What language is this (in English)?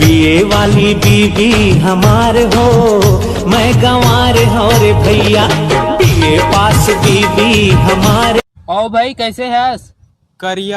Chhattisgarhi